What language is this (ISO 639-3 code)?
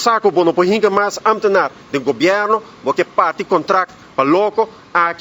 pap